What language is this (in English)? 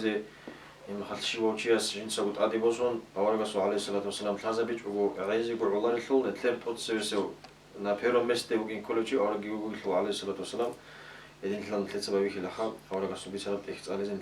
Avaric